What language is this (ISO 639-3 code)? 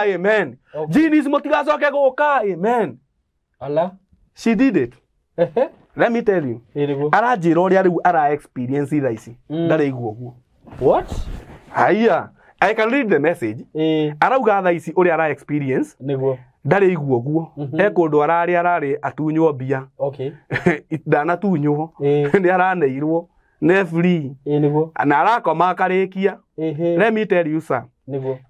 kik